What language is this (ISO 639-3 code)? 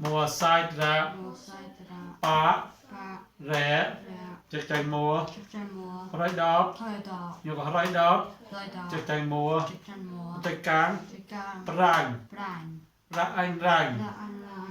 mnw